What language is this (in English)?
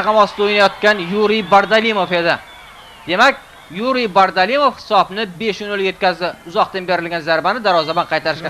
Uzbek